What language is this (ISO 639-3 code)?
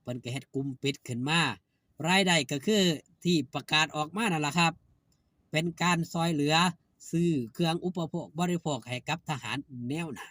tts